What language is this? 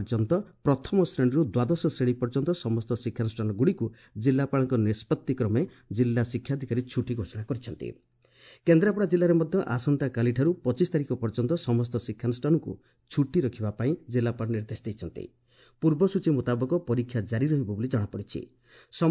Odia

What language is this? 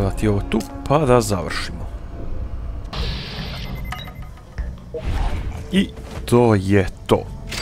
Croatian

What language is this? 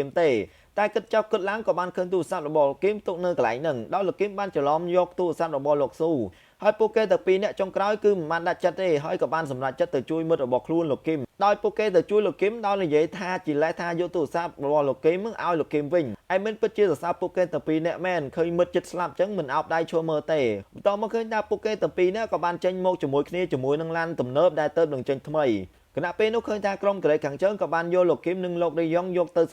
Khmer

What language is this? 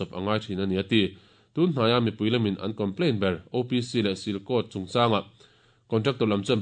Mizo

